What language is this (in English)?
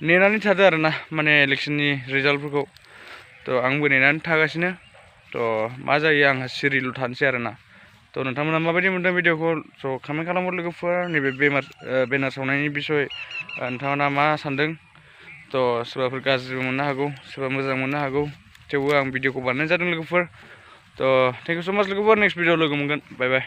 Bodo